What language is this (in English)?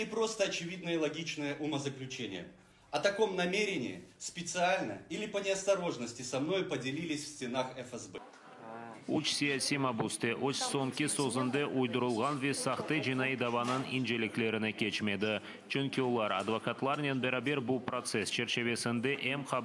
Crimean Tatar